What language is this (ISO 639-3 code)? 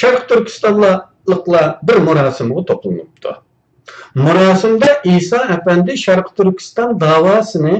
uig